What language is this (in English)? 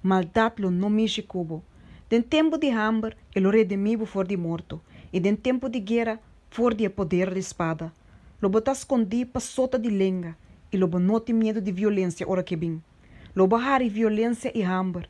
Papiamento